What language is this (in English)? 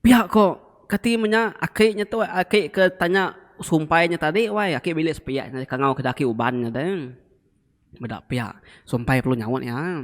Iban